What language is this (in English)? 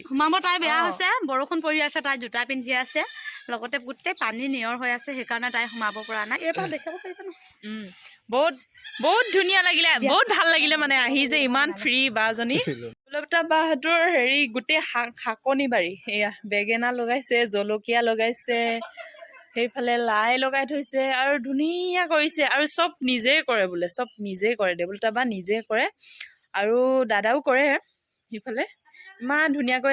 Assamese